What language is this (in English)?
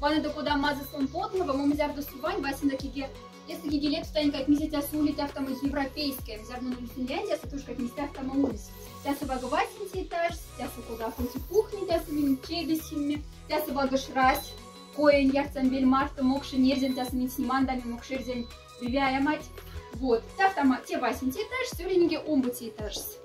Moksha